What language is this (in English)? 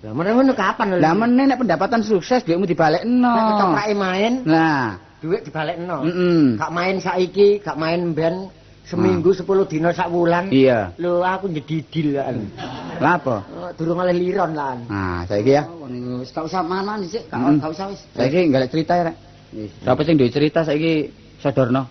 Javanese